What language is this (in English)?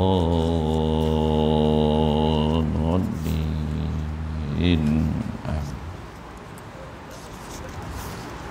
Malay